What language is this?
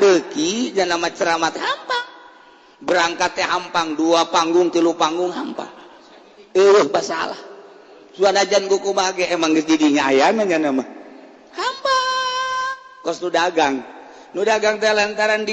Sundanese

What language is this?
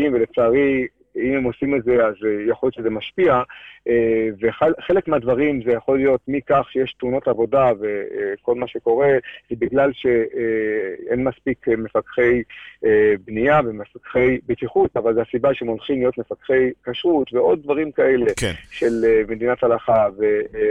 Hebrew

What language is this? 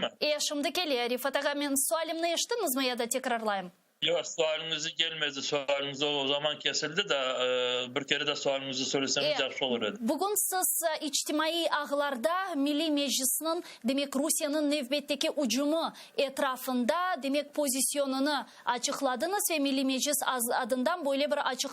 Crimean Tatar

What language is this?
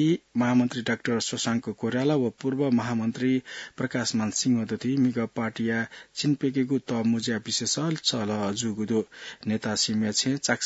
Newari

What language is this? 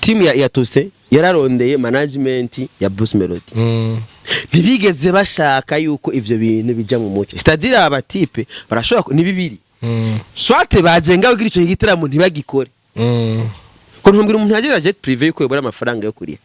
Rundi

